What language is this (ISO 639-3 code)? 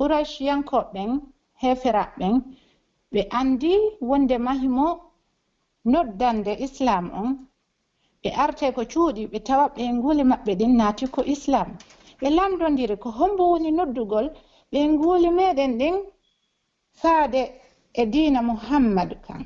fuf